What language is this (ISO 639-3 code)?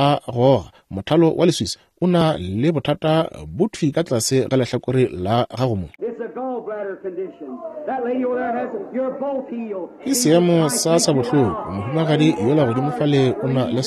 nso